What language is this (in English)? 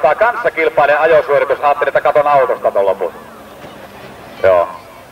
Finnish